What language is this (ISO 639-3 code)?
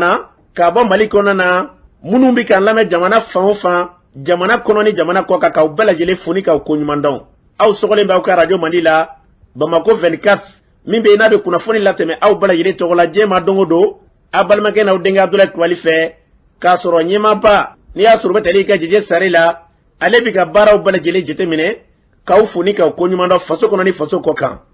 bam